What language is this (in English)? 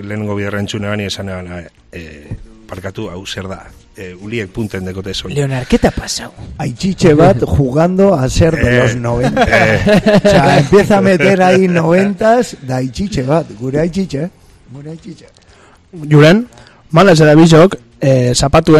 Basque